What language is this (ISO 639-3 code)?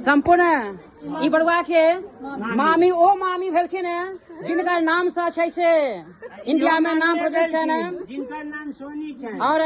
mai